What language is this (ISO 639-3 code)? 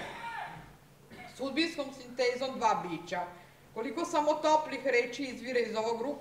srp